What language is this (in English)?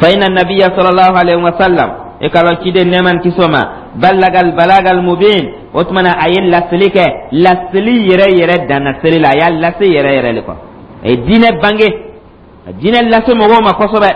Dyula